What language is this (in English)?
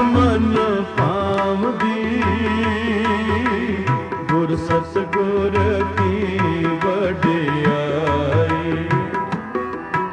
Punjabi